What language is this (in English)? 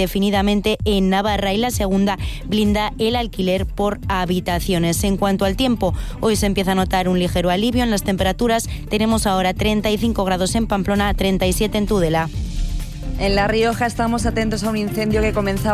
Spanish